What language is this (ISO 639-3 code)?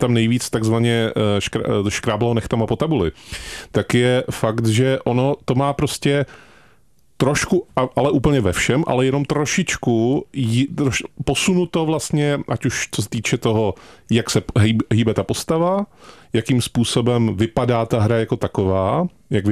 ces